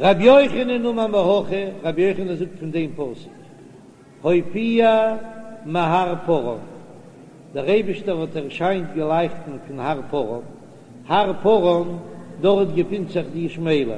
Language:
Yiddish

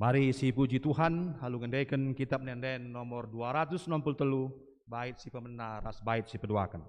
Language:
Batak Karo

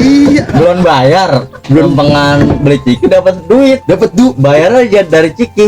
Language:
Betawi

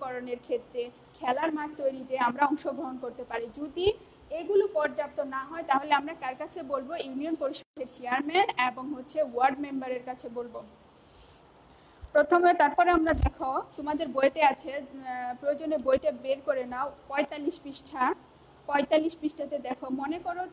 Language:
Bangla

